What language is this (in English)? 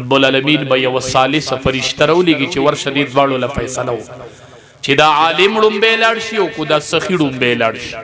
Pashto